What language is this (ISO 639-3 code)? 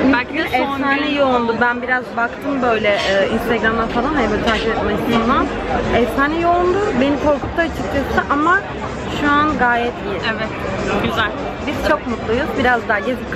tur